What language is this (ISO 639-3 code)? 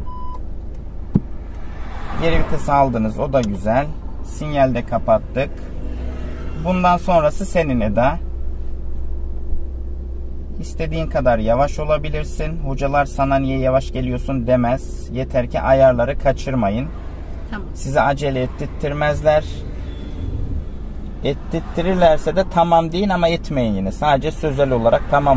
tur